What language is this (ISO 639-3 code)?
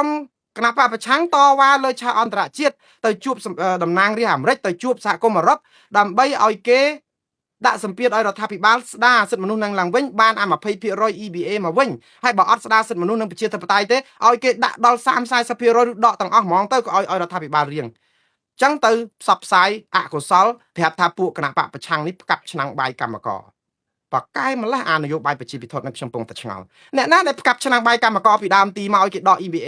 khm